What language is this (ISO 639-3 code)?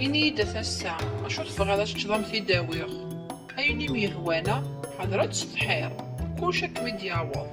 kab